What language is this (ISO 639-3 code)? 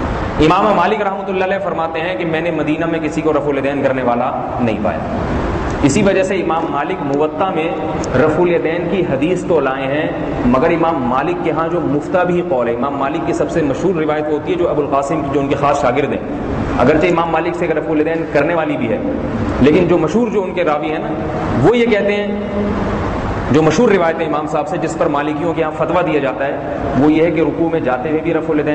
urd